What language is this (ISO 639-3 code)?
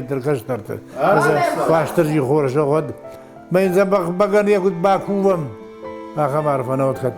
oss